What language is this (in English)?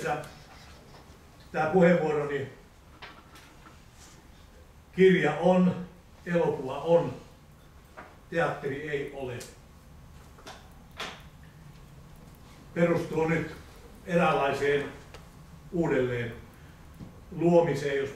Finnish